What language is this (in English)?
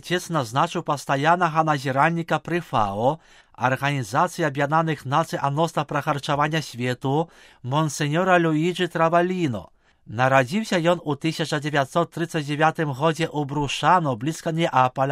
Belarusian